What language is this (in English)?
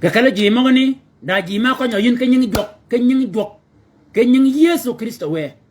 Shilluk